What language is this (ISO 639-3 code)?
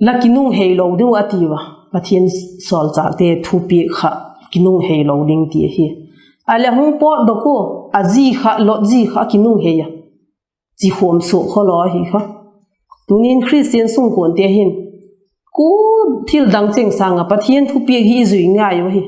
vap